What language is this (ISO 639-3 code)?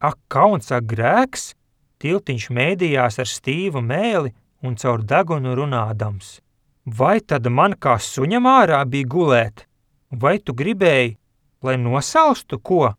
lav